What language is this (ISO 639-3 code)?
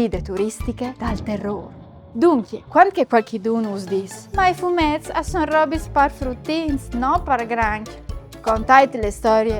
fur